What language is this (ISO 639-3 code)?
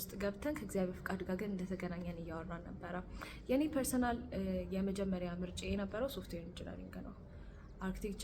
amh